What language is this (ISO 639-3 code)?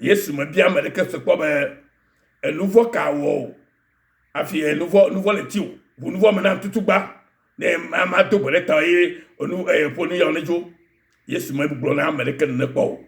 ewe